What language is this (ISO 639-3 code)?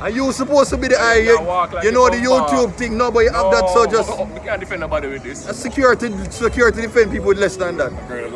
jam